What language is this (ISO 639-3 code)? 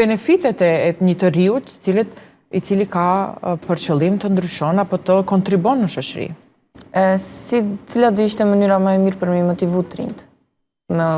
sqi